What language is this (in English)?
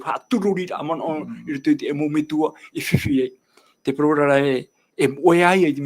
Tahitian